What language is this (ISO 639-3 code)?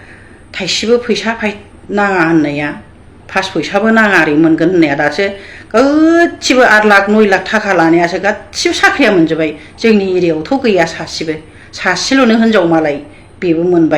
brx